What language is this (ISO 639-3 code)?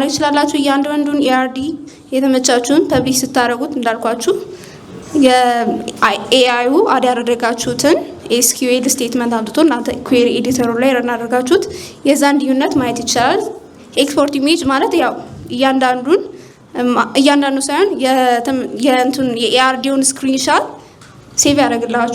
amh